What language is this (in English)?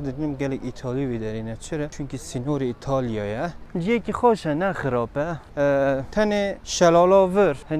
Kurdish